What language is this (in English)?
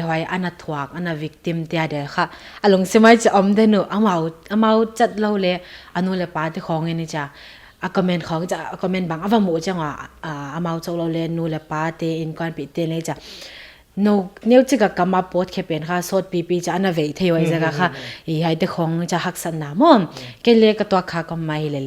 Paite Chin